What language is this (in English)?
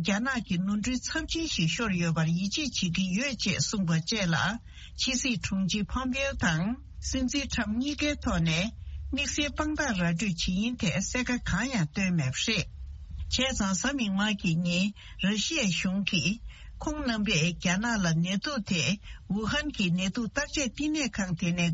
Tibetan